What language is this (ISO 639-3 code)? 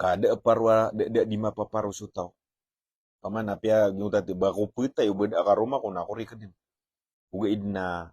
mrw